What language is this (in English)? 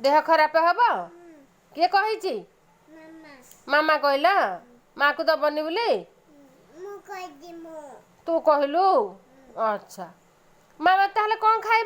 Odia